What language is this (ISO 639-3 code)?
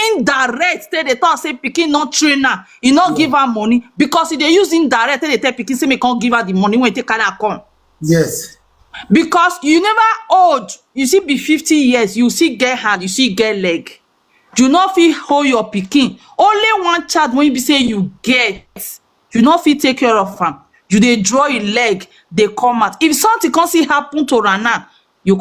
pcm